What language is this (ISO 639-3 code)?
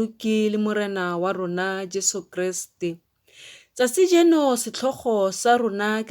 tsn